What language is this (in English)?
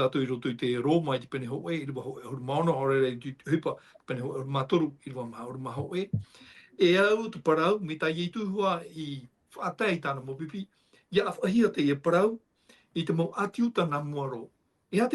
Tahitian